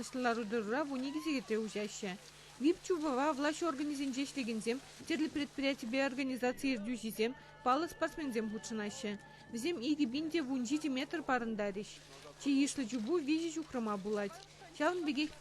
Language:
Chuvash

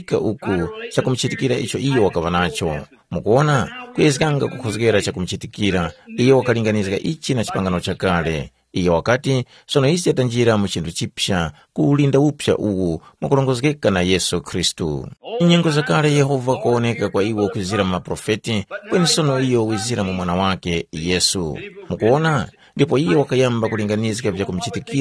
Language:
Tumbuka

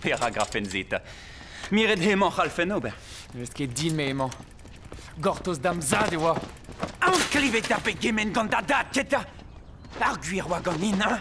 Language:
Breton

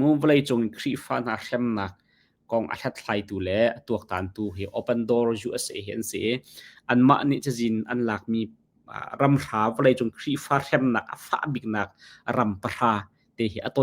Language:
Hakha Chin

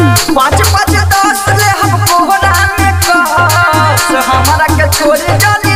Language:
Bhojpuri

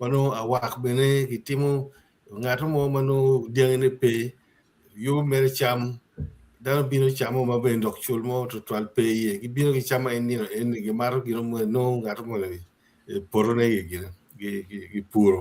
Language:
Acoli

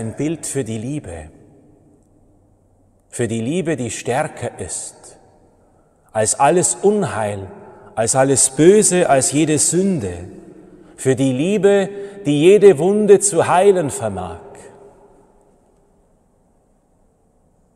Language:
German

